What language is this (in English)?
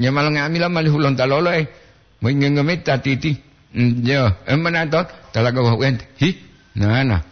Gorontalo